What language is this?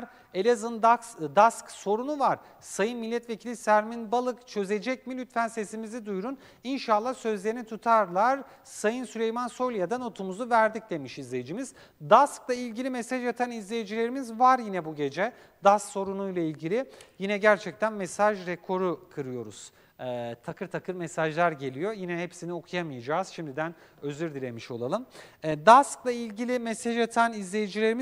Turkish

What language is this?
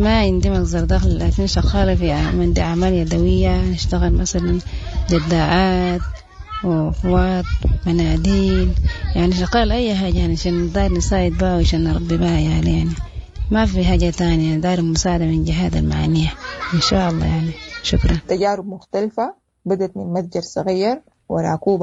Sudanese Arabic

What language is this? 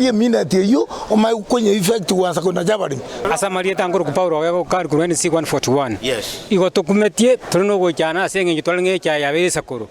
Gusii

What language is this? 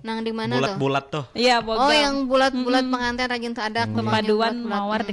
Banjar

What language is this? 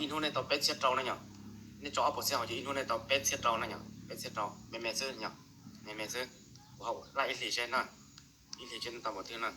Hmong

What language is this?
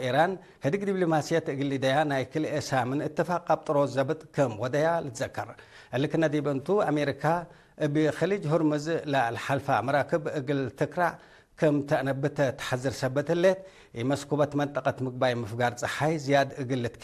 Tigre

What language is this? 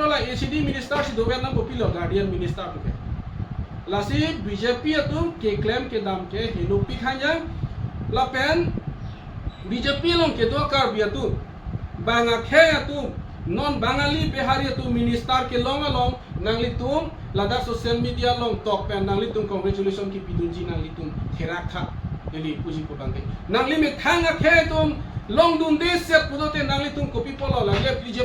Karbi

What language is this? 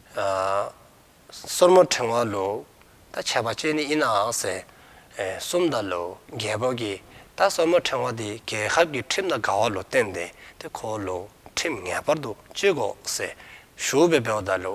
Dzongkha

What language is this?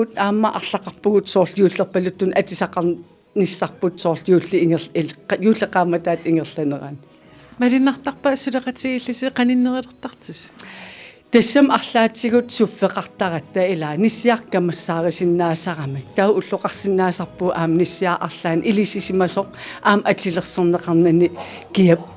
Kalaallisut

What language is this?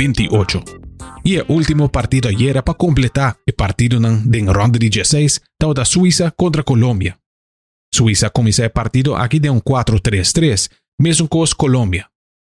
Papiamento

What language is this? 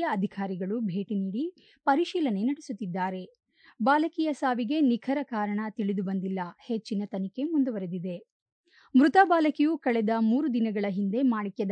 Kannada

